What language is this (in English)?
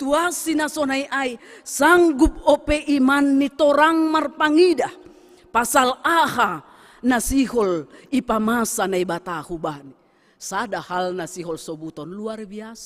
Batak Simalungun